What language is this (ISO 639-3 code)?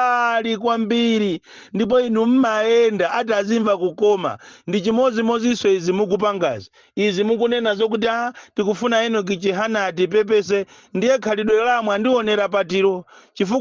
nya